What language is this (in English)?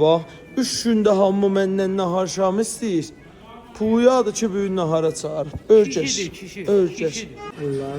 South Azerbaijani